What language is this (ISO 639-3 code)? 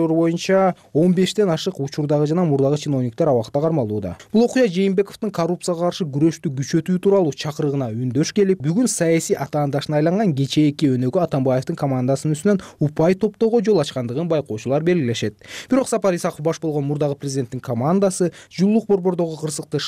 kir